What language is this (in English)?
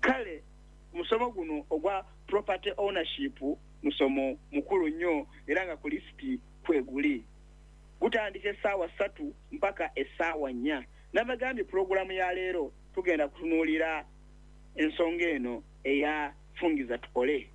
Ganda